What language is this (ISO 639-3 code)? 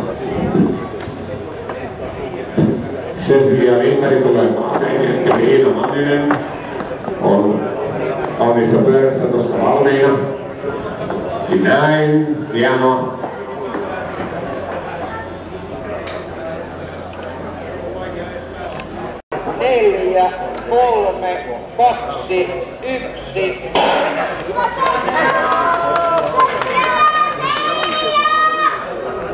fin